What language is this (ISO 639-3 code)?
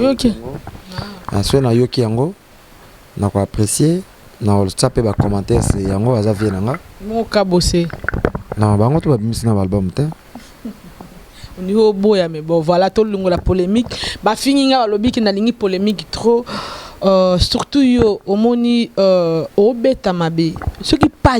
lin